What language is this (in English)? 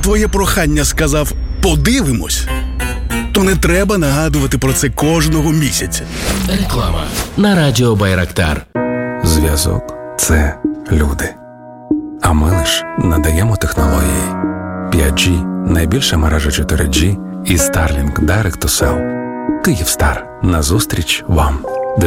Ukrainian